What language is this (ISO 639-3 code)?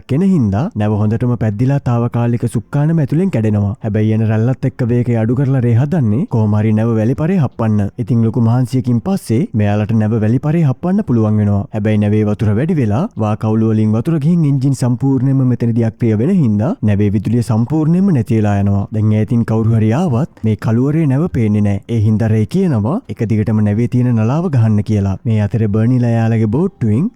sin